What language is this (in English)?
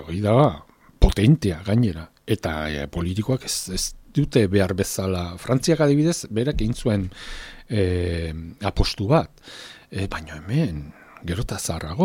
Basque